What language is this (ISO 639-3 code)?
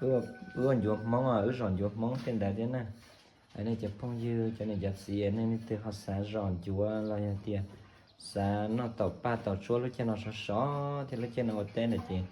hmn